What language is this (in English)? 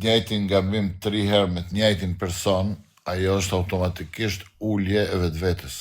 Albanian